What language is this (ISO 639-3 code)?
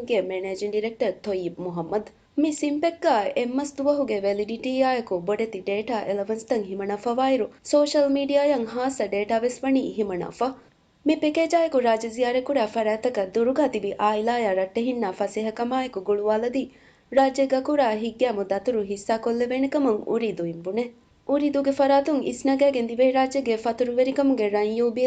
div